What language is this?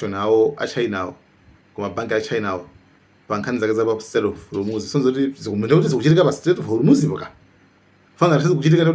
Nyanja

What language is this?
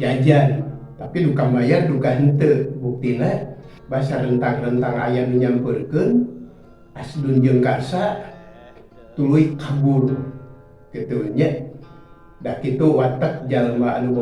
Sundanese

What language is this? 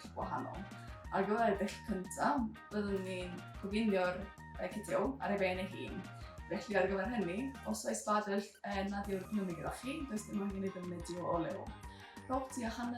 Welsh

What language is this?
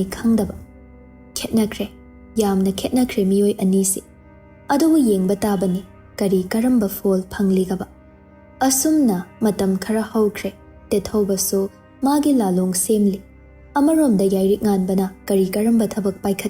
Manipuri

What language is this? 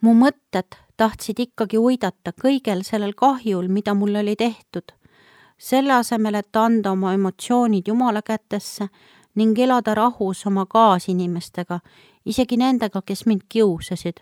Estonian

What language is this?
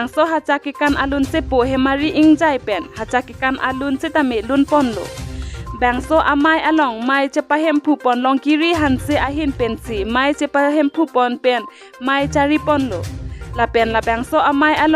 Karbi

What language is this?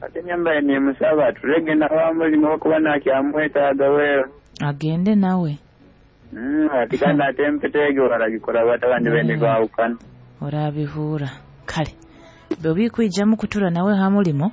Nyoro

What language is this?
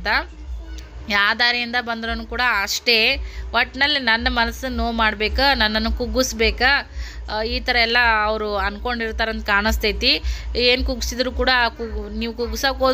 Kannada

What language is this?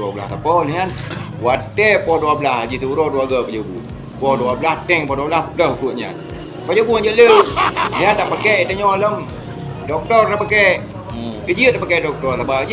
Achinese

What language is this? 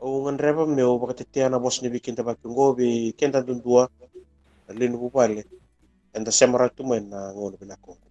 Fijian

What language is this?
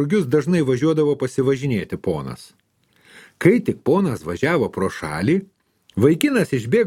Lithuanian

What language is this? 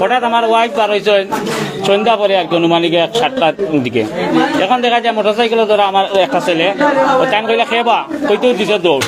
Sylheti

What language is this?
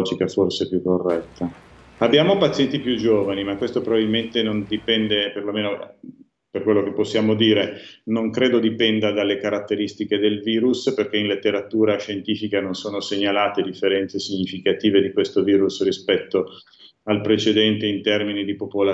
Italian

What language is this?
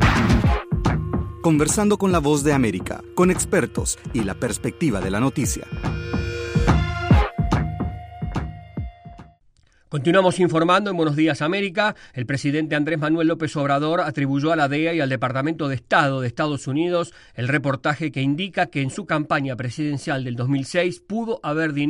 Spanish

